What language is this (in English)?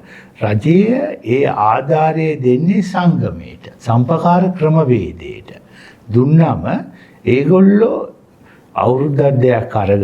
Sinhala